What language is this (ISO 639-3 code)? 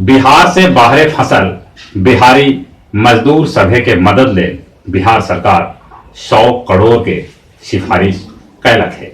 mag